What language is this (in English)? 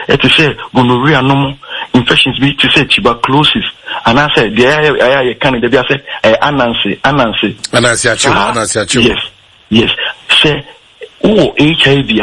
Akan